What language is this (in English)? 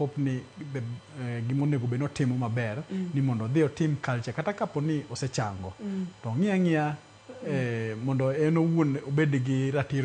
Luo (Kenya and Tanzania)